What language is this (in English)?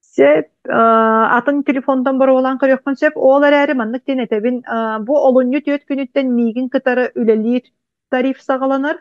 Yakut